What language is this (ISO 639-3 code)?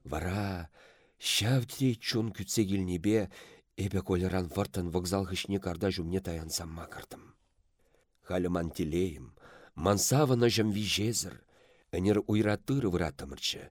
chv